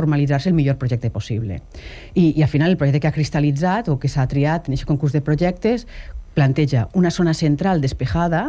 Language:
Catalan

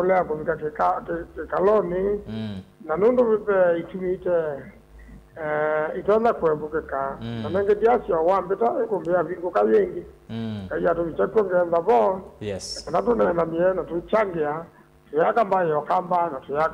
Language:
Kamba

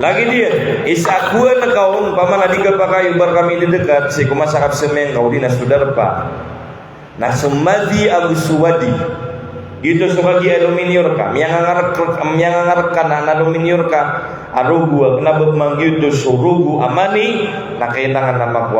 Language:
Maranao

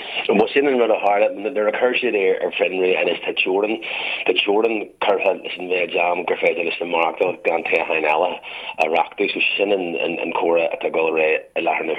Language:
Irish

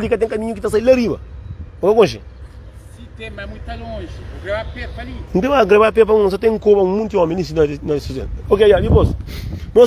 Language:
Kabuverdianu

